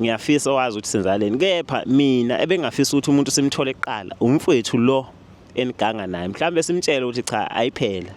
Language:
Zulu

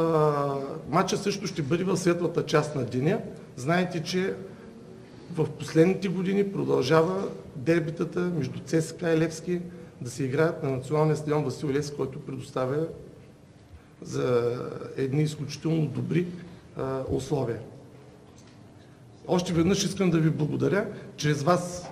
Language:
Bulgarian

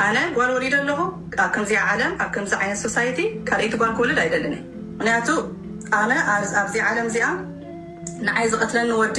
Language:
Tigrinya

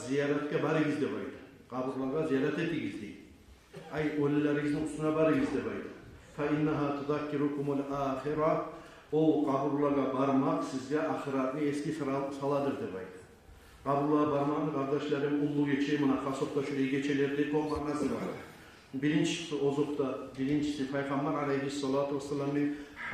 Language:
Kumyk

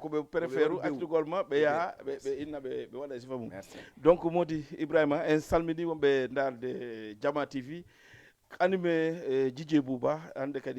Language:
Fula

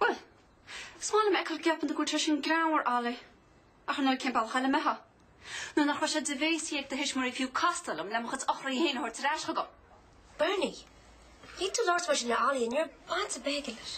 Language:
Irish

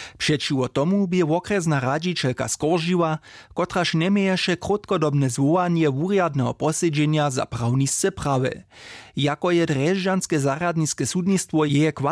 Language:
Upper Sorbian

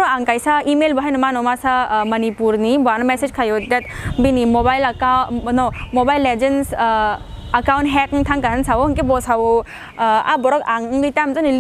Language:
Kok Borok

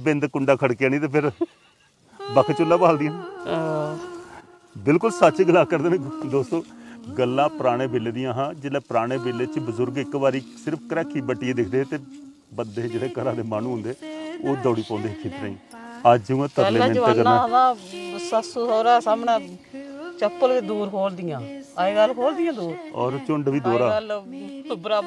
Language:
Dogri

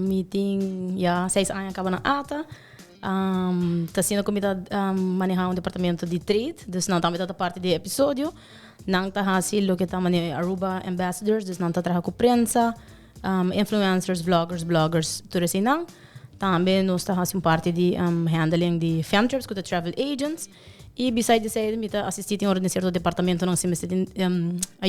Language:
Papiamento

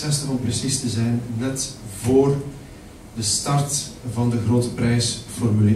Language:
Dutch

